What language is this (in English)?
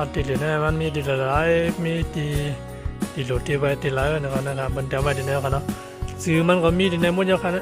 Shan